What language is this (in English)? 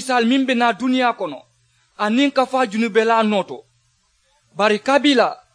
Mandingo